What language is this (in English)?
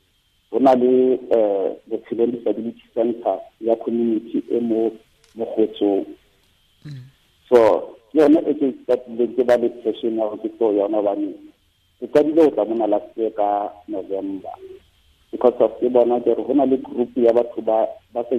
Southern Sotho